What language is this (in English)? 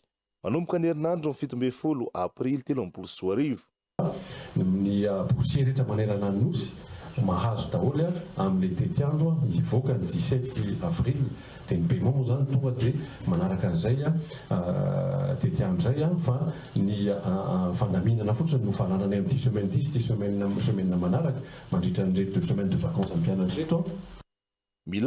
Malagasy